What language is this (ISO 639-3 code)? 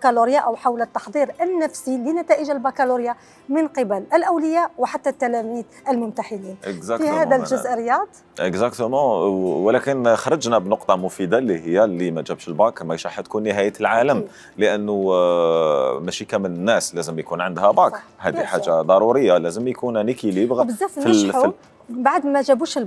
arq